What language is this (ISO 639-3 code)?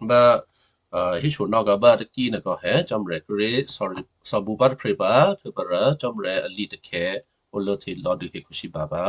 kyu